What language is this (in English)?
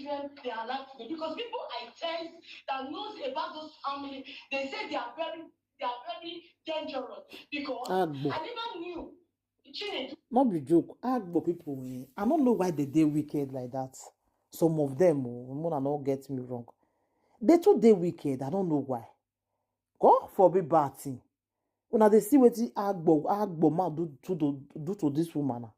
Nigerian Pidgin